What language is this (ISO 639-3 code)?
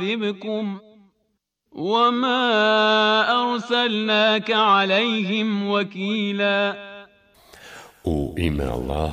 bos